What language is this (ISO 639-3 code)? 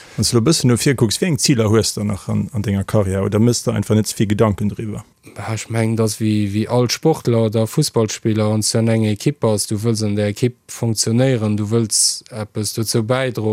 ltz